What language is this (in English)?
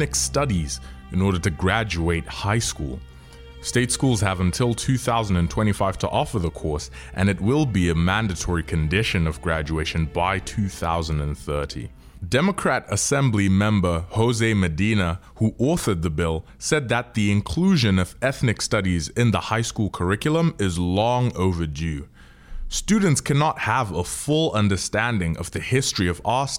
English